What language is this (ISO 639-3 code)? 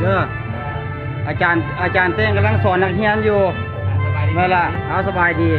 lao